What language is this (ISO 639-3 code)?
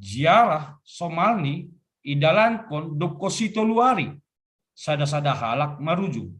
bts